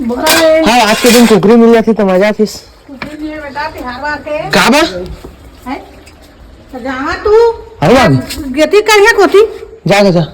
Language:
Chhattisgarhi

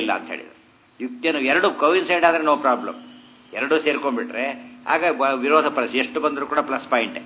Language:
Kannada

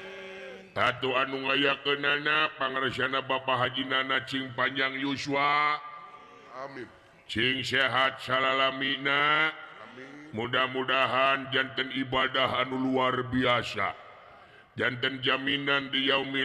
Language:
Sundanese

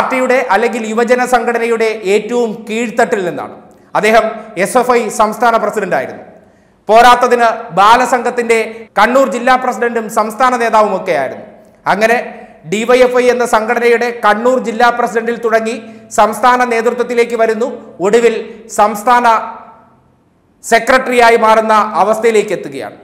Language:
Malayalam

